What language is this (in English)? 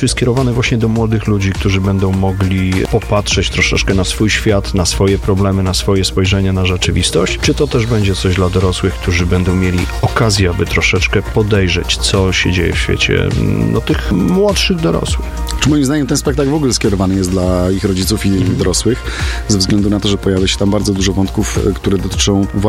Polish